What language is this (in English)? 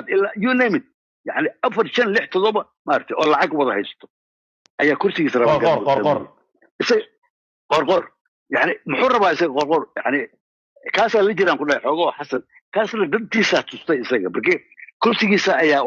Somali